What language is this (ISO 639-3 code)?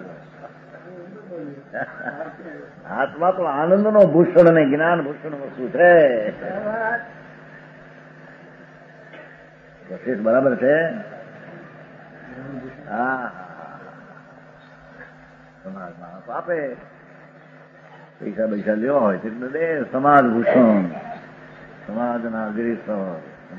guj